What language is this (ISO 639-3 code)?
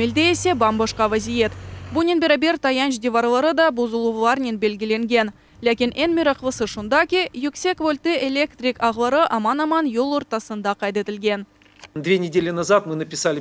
crh